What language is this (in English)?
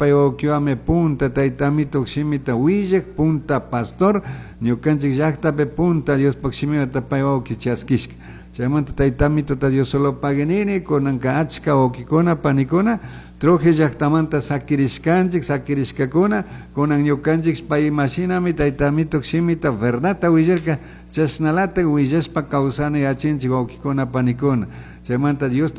Chimborazo Highland Quichua